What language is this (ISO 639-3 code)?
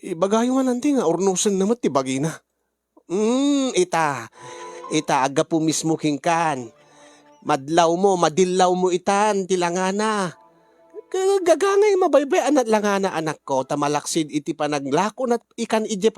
ilo